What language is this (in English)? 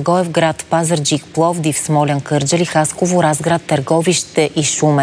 Bulgarian